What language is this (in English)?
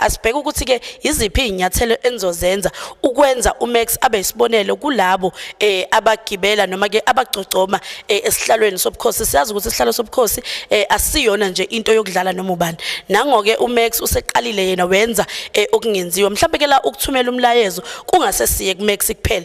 Zulu